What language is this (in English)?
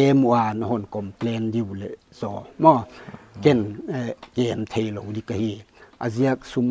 Paite Chin